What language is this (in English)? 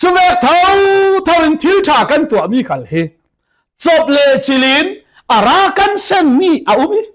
Falam Chin